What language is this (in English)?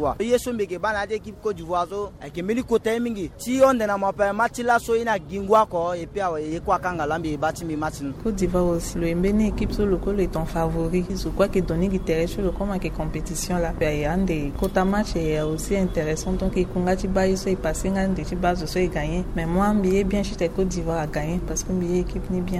Sango